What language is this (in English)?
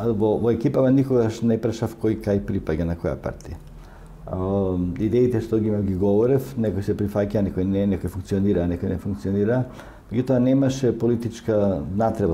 Macedonian